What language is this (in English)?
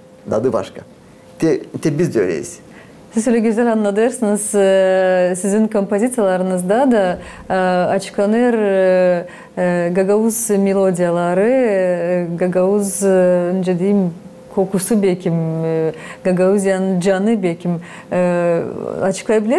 Gagauz